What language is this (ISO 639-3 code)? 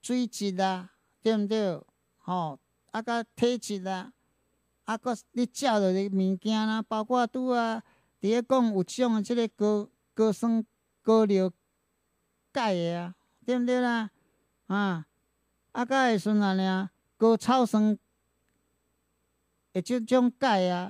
nan